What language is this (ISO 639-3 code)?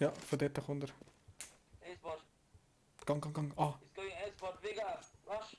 gsw